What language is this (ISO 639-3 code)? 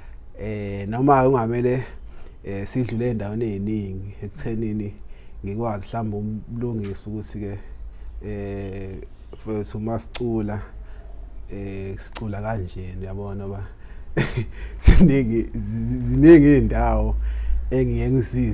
zul